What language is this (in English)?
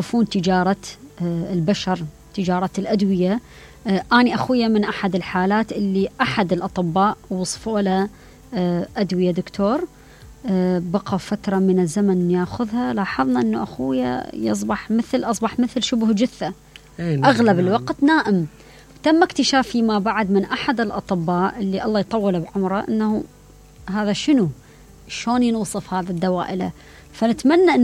Mesopotamian Arabic